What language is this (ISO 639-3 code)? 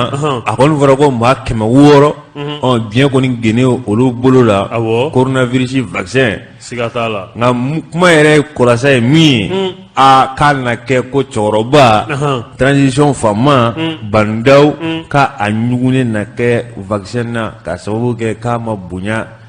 bam